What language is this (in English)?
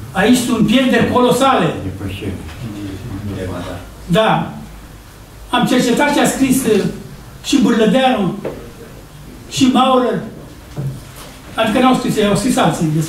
Romanian